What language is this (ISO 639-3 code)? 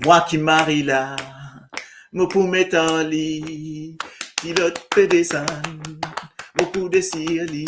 mfe